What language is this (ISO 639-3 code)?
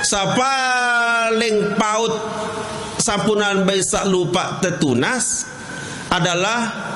sas